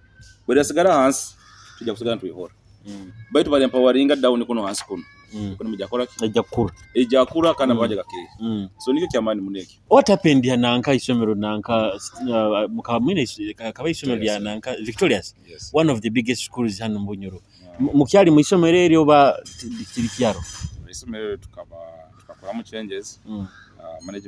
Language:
Nyoro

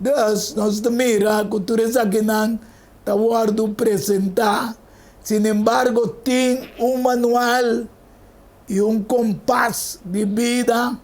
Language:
Papiamento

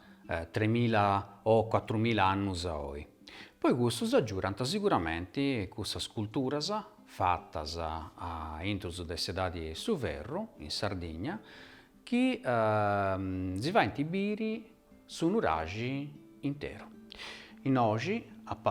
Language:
Sardinian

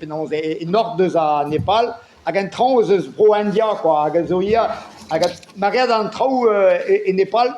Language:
Breton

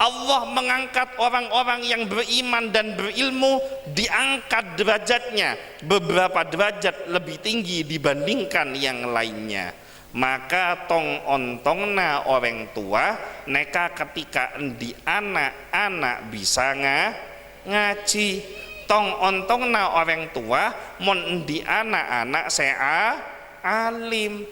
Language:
Madurese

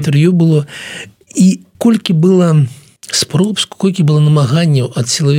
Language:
Belarusian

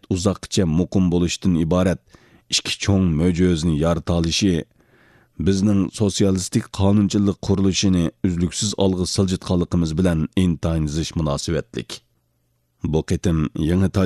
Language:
Uyghur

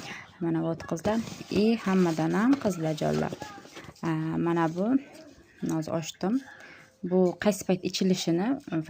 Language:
Uzbek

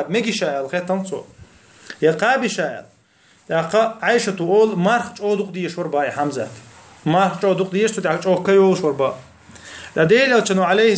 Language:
Chechen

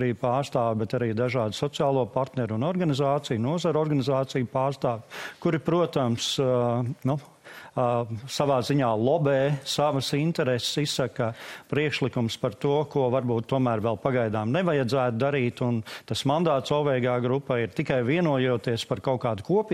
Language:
Latvian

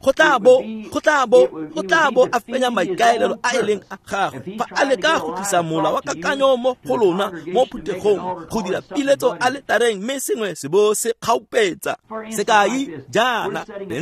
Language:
Tswana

